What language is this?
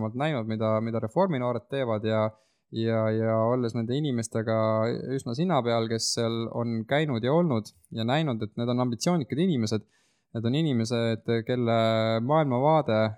Estonian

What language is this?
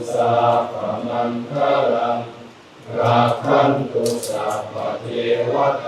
Northeastern Thai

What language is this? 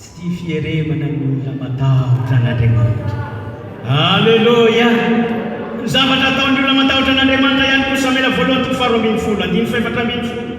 Malagasy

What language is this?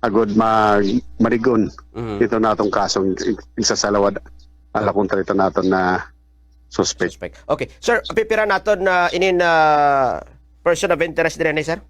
Waray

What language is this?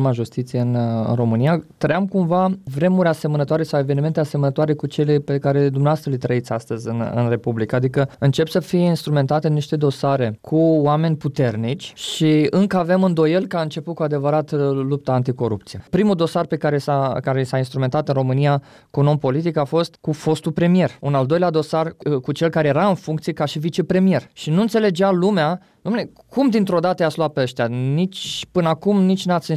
Romanian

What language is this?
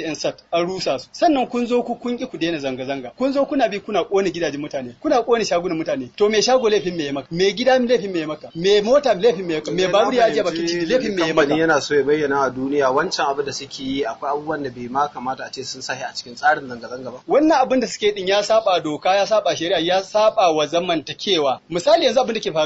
Hausa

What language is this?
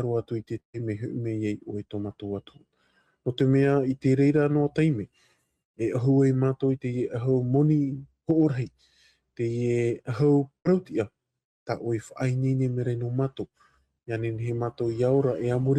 Tahitian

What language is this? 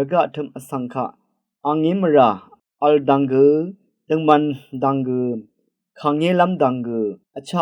Rawang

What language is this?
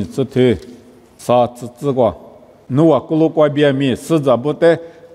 Lisu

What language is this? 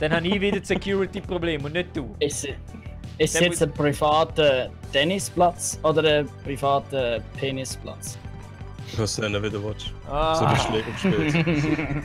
Swiss German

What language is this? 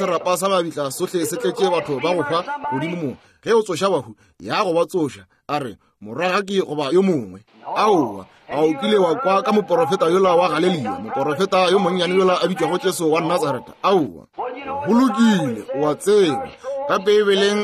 Northern Sotho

